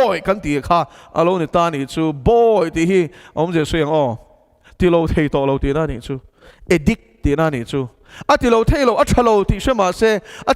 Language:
Mizo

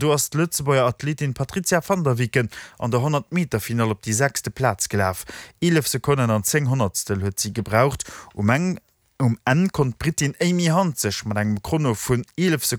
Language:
Luxembourgish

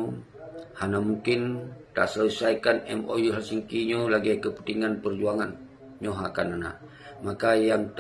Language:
Achinese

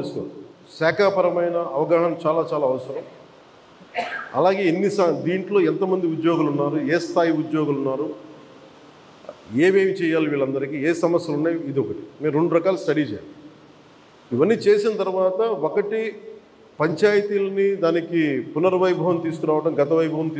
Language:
Telugu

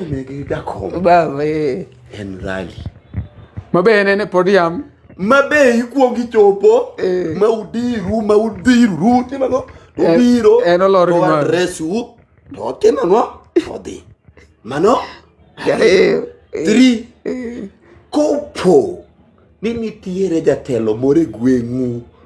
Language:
Luo (Kenya and Tanzania)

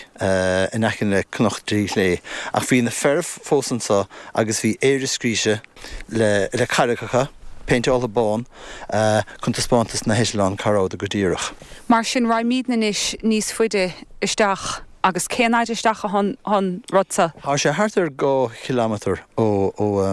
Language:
Irish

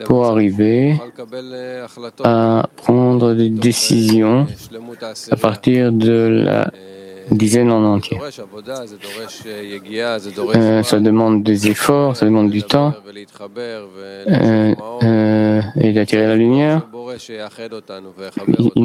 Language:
French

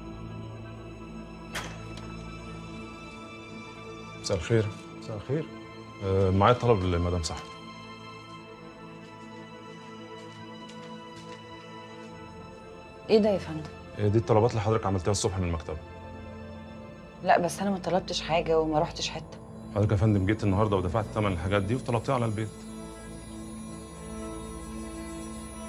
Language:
Egyptian Arabic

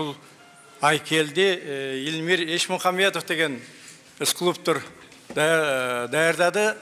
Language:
Kyrgyz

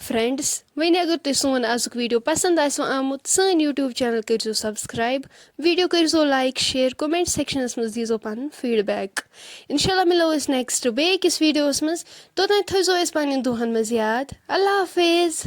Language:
Kashmiri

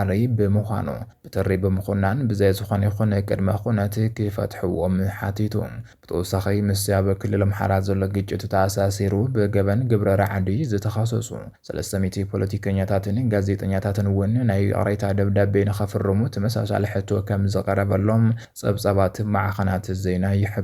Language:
Tigrinya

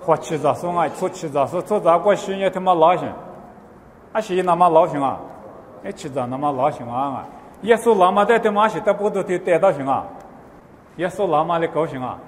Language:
Lisu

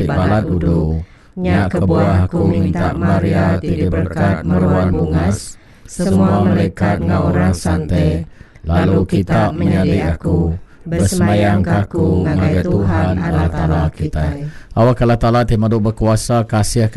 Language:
Iban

